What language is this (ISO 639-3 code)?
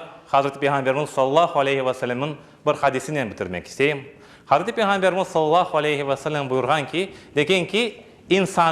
crh